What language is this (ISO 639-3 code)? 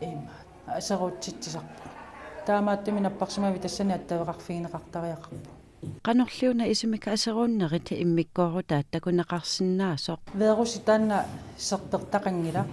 kal